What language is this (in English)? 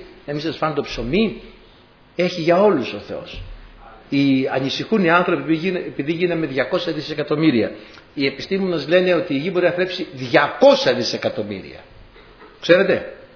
Greek